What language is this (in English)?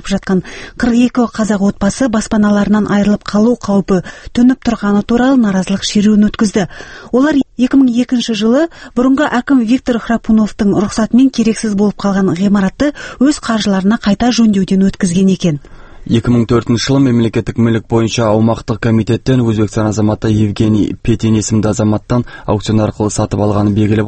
Kazakh